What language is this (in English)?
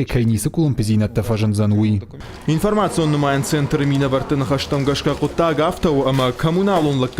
Ossetic